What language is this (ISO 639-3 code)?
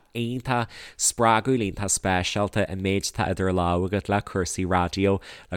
gle